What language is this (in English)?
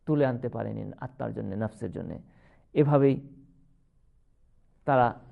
Bangla